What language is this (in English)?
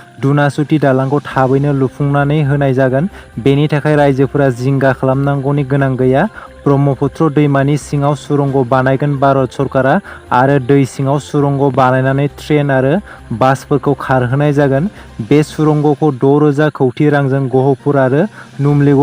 Bodo